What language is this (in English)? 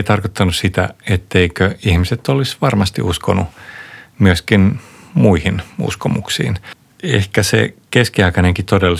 Finnish